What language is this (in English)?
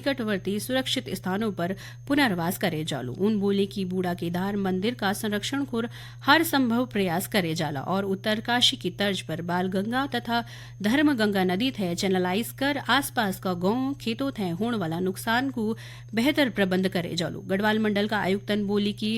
Garhwali